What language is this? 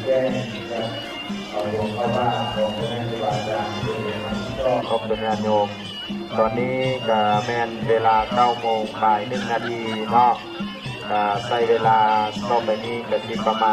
Lao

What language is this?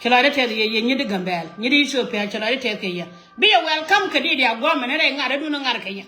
Nuer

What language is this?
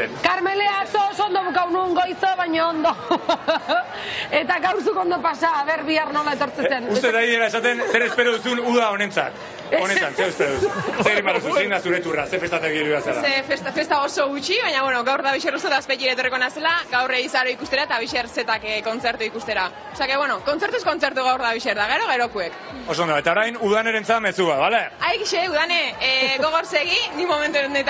Basque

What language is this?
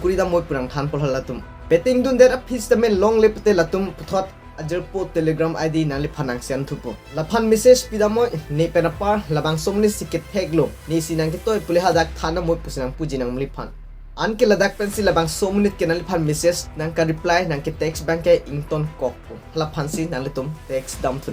Karbi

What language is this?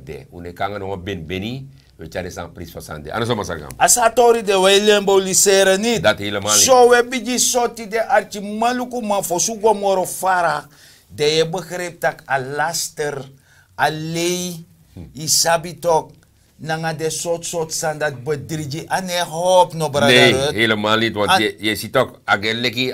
Sranan Tongo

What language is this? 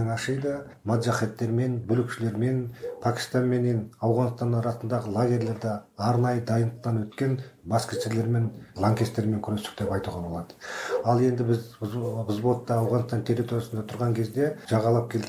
Kazakh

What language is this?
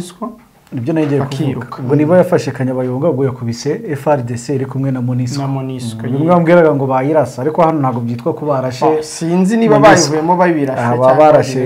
Kinyarwanda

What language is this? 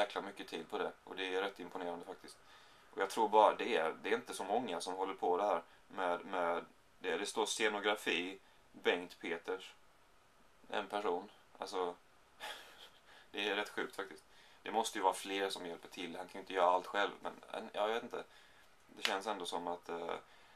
Swedish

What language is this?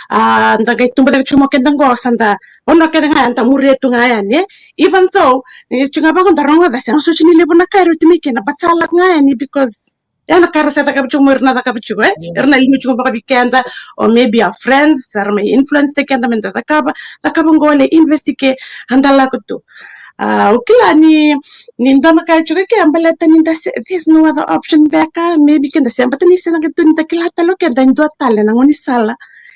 Fijian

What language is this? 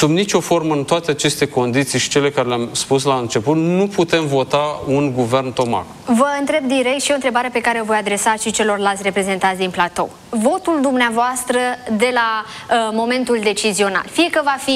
Romanian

